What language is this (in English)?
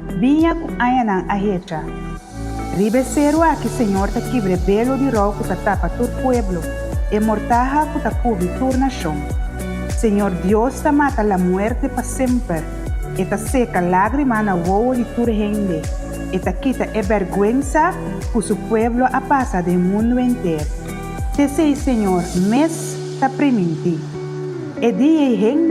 Papiamento